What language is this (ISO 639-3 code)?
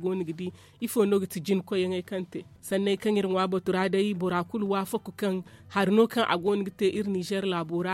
dje